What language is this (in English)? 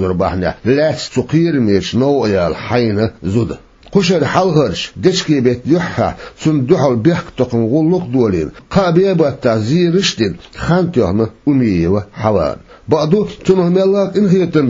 Chechen